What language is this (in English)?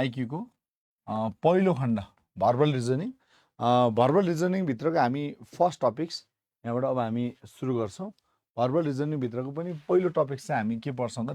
Nepali